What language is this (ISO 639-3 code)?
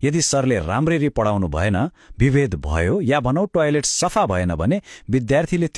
nep